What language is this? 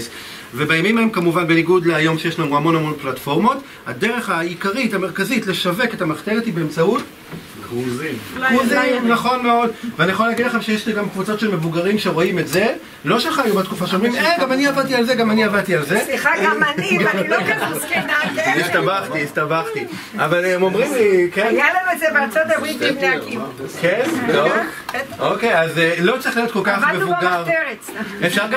Hebrew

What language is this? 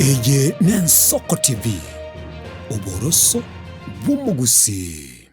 Gusii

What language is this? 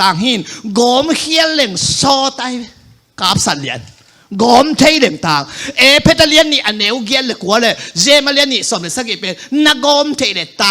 Tedim Chin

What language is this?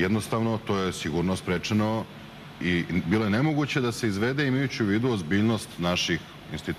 Serbian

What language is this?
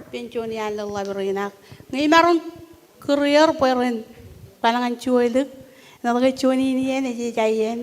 Marshallese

